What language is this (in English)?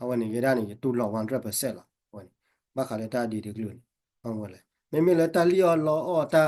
S'gaw Karen